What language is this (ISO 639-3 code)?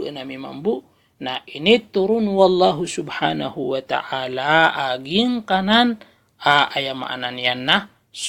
mrw